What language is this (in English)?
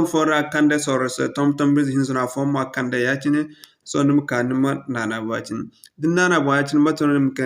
Zarma